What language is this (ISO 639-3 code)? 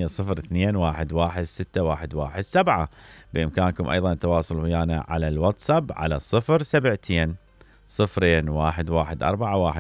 acm